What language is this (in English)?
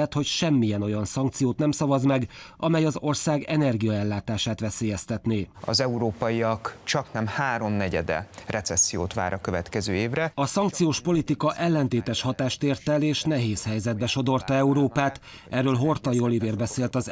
Hungarian